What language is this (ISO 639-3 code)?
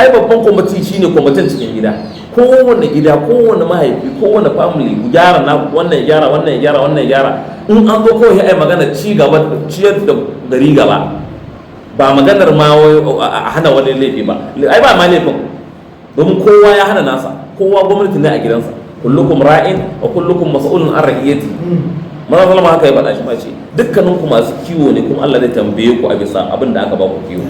hau